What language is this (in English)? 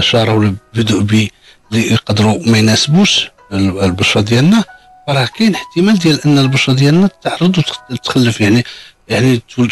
Moroccan Arabic